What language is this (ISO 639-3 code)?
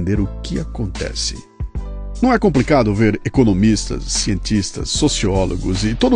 por